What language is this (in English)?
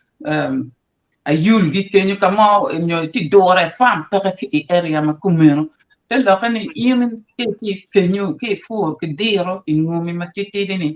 Acoli